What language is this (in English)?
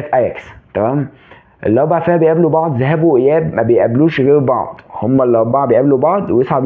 Egyptian Arabic